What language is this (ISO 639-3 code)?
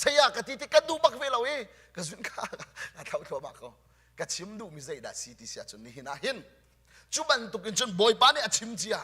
cnh